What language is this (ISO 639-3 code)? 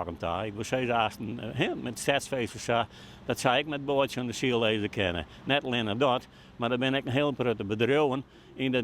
fry